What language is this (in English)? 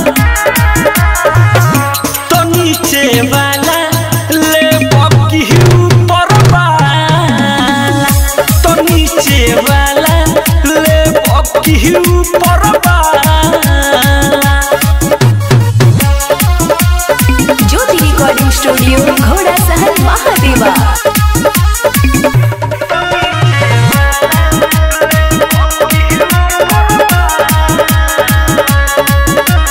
Bhojpuri